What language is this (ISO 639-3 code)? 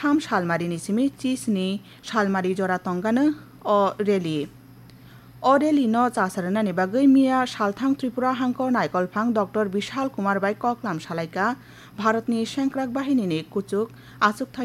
trp